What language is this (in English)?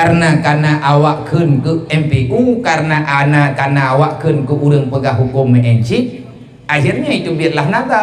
Achinese